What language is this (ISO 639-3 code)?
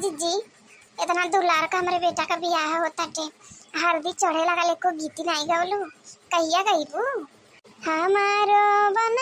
bho